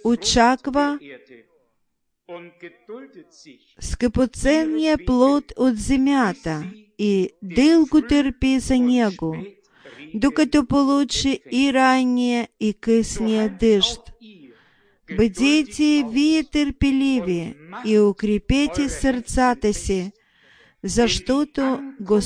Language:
Bulgarian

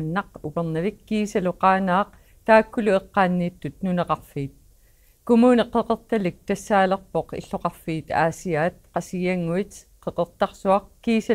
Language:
Kalaallisut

